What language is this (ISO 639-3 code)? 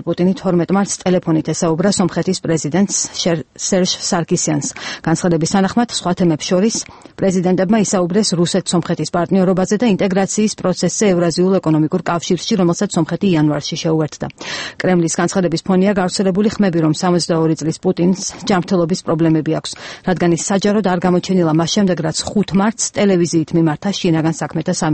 kat